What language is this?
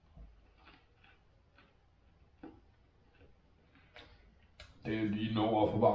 Danish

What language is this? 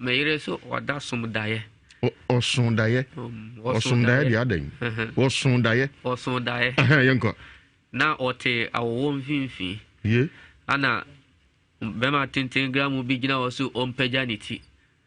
Akan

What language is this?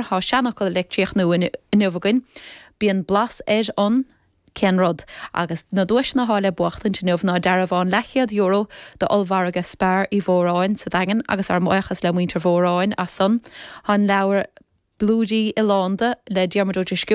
Irish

